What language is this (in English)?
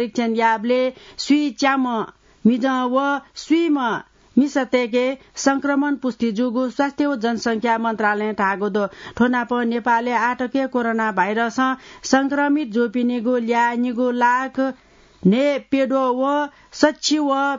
Newari